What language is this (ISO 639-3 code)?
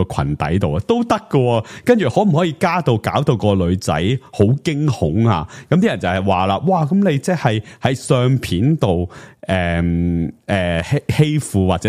yue